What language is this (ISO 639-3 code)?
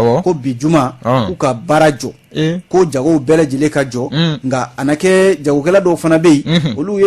bam